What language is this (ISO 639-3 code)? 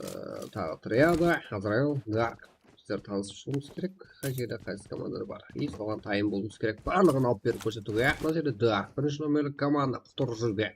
kaa